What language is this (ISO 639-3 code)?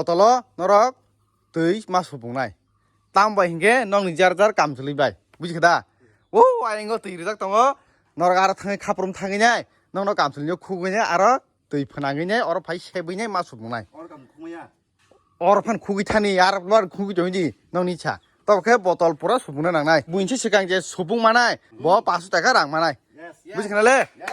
trp